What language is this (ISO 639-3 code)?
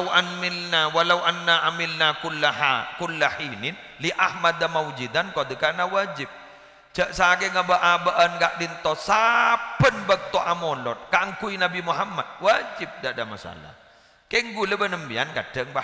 mad